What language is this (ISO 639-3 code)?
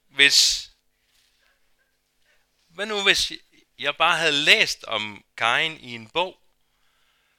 dan